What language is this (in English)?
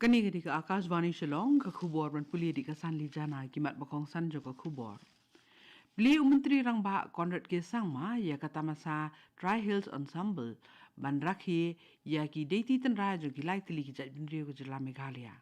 Khasi